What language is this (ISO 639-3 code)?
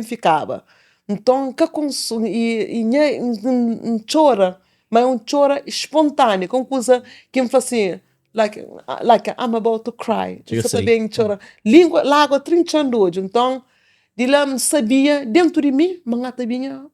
kea